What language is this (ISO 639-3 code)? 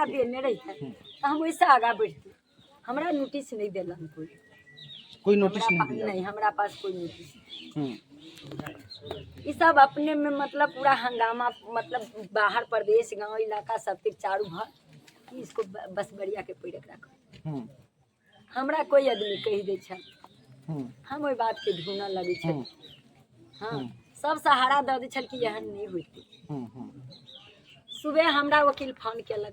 mai